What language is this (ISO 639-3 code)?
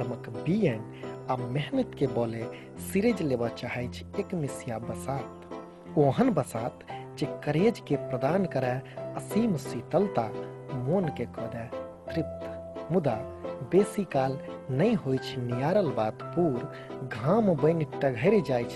mai